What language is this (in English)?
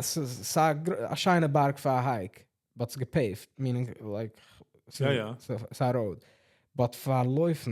Yiddish